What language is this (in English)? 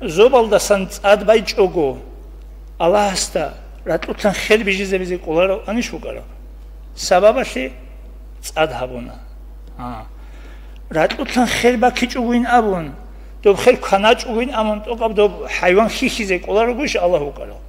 Avaric